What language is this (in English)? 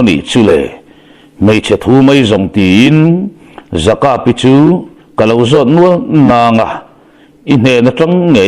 Mizo